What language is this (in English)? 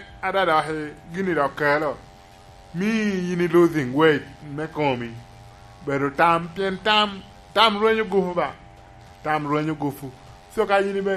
Lango (Uganda)